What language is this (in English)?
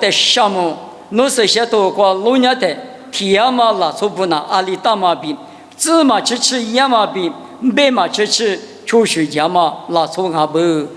Lisu